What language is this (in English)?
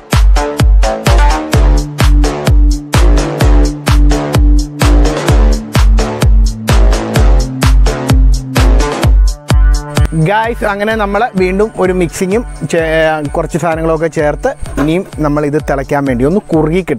Malayalam